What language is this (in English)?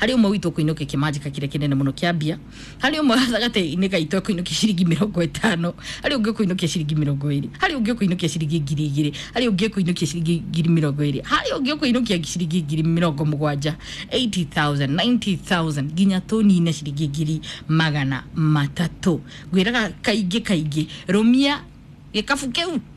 Kikuyu